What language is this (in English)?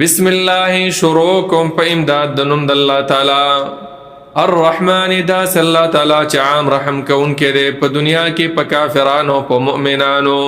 Pashto